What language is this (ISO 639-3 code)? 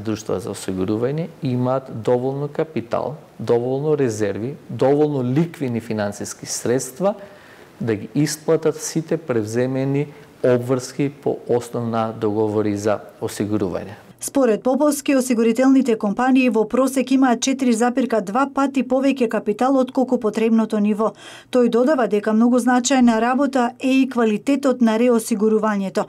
mkd